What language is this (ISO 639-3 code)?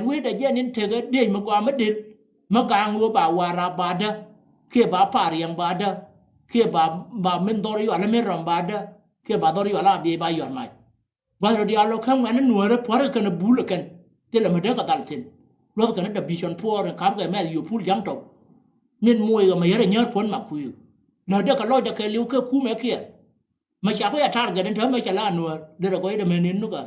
nus